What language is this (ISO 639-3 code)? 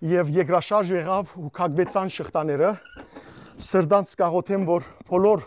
hyw